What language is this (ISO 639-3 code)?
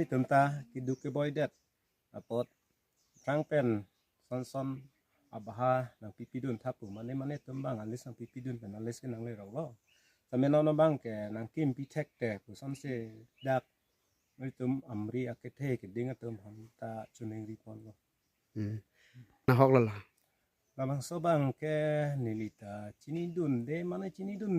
mjw